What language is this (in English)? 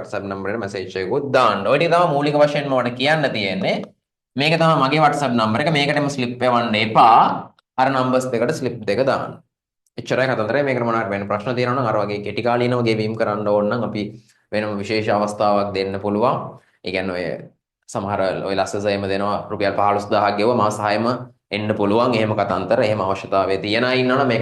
Sinhala